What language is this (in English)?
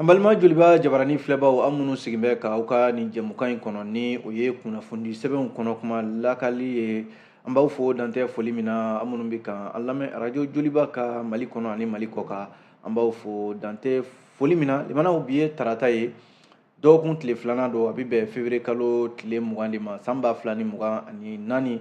Bambara